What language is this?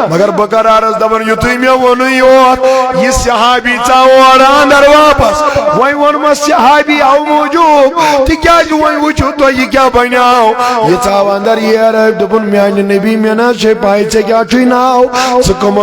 Kashmiri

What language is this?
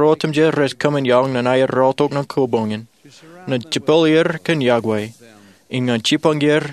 Marshallese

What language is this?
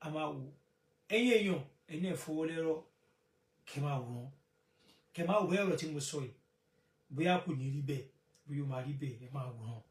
Yoruba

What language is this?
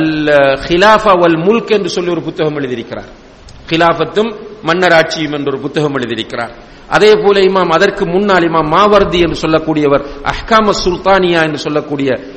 Tamil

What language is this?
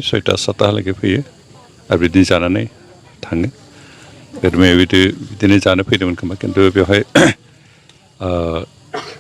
Bodo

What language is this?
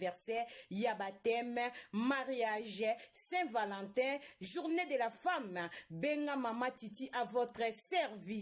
Lingala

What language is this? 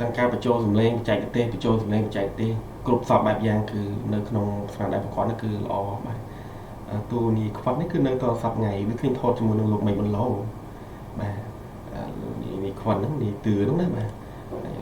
Khmer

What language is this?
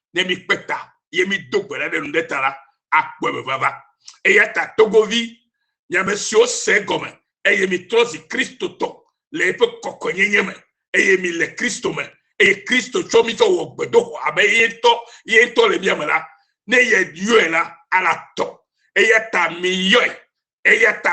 Ewe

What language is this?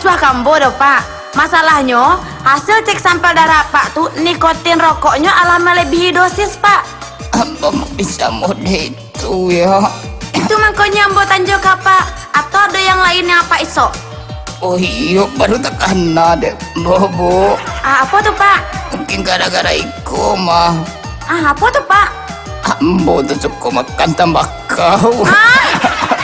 Minangkabau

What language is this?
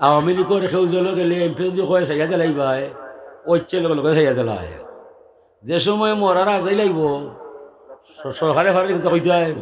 Sylheti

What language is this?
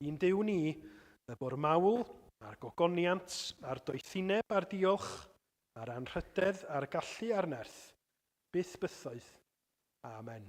Welsh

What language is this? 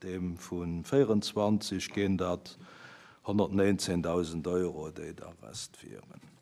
Luxembourgish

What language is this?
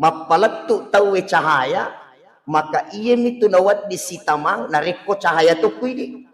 Buginese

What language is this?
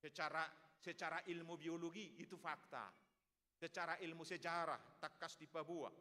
Batak Toba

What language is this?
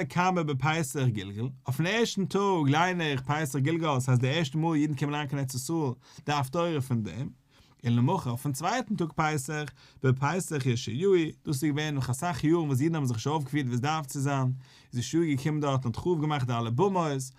Yiddish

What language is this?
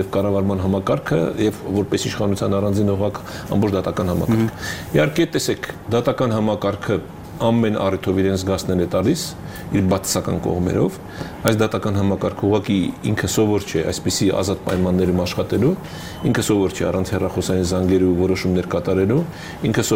Armenian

